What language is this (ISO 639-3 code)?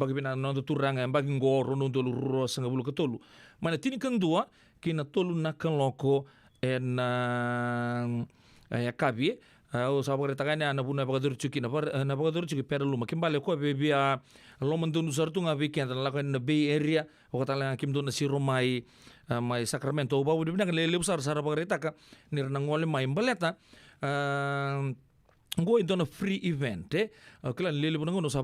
fij